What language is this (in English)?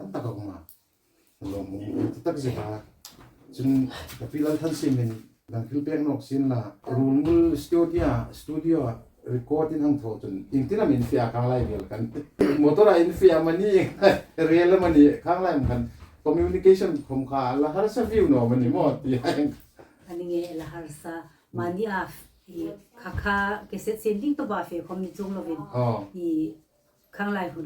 Hmar